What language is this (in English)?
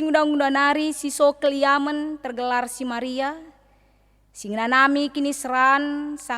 Batak Karo